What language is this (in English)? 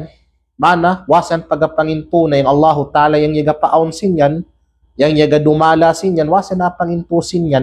Kalagan